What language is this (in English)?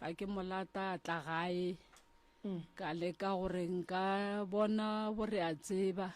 Northern Sotho